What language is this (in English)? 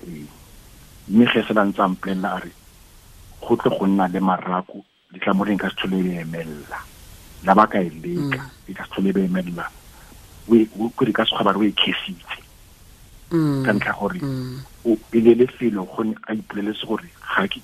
Tswana